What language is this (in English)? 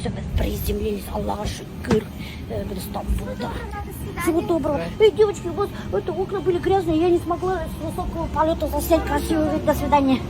Bashkir